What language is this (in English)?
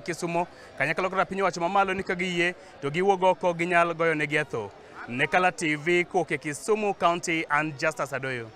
Luo (Kenya and Tanzania)